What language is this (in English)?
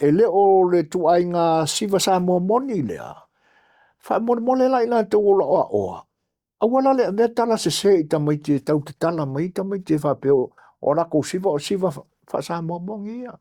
Samoan